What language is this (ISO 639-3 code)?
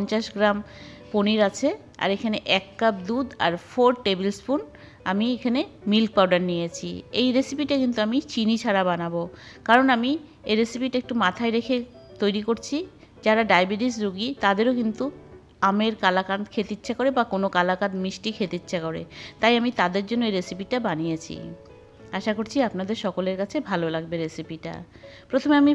ben